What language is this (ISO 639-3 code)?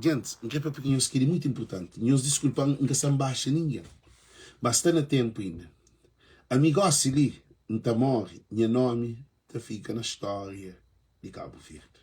kea